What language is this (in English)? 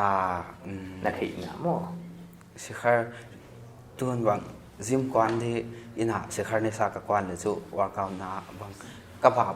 Paite Chin